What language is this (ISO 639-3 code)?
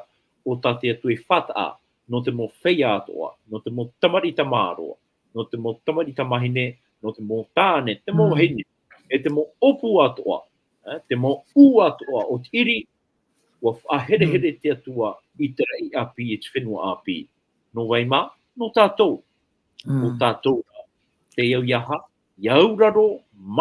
tah